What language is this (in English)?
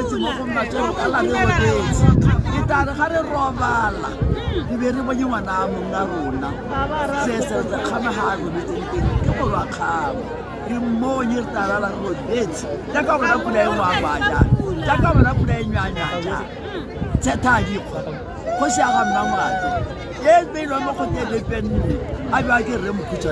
Tswana